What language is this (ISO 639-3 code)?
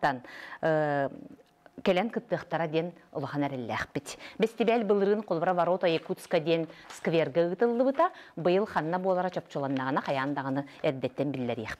sah